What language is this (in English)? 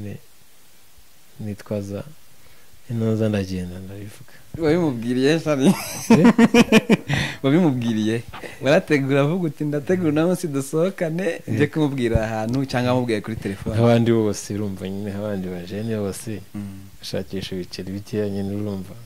Kinyarwanda